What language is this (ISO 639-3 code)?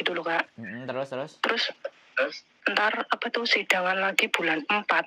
ind